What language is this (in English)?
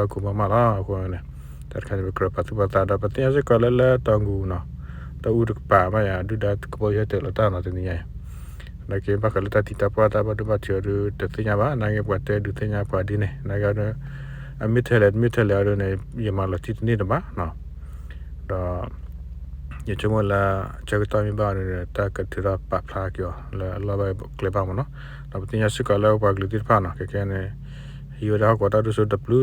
S'gaw Karen